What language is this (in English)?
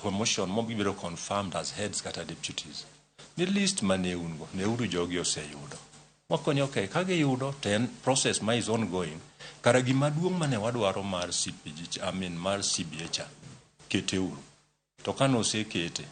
Luo (Kenya and Tanzania)